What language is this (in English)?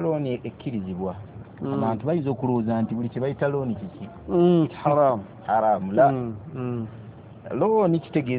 Ganda